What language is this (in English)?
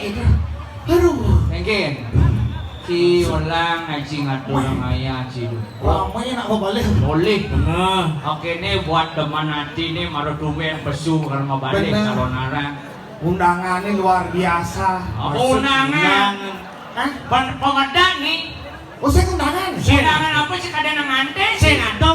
Balinese